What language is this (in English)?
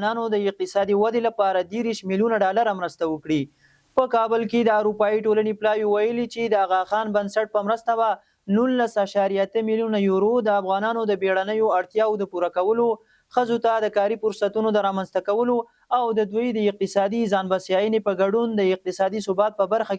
Pashto